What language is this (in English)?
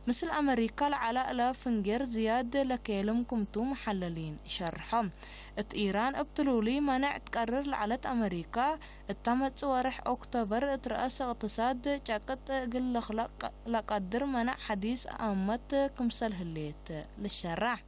Tigre